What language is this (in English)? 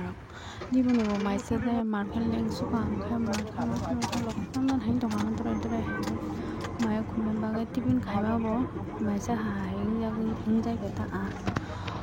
Kok Borok